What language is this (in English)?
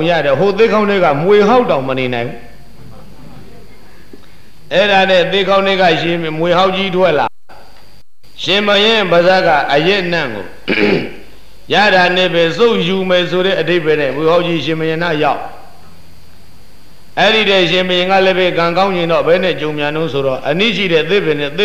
Burmese